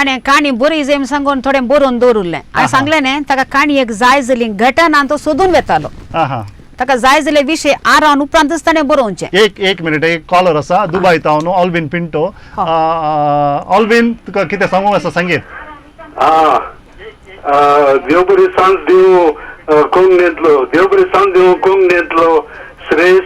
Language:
Konkani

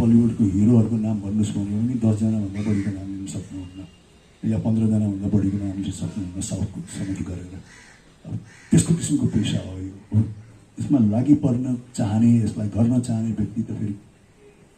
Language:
Nepali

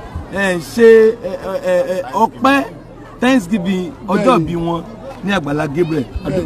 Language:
Yoruba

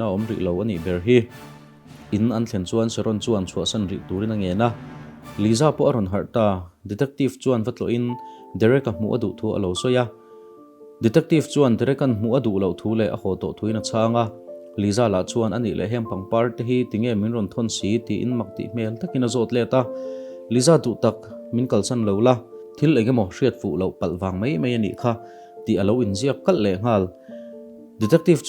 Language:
Mizo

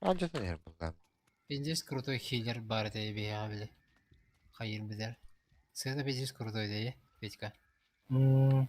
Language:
Yakut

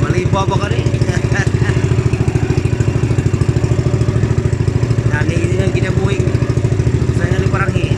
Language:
Cebuano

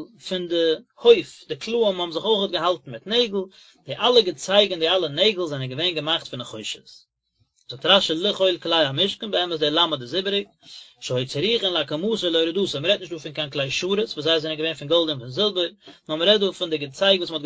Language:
Yiddish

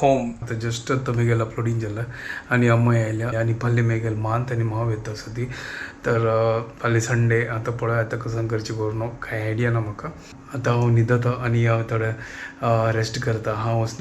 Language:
Konkani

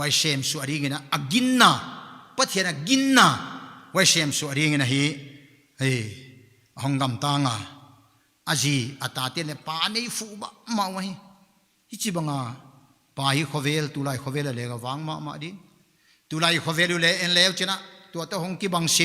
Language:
Paite Chin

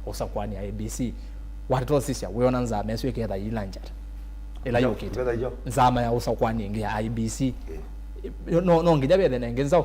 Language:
Kamba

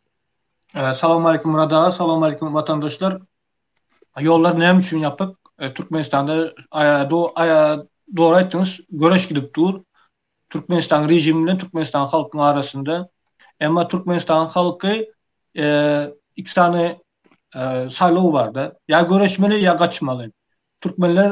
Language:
Turkmen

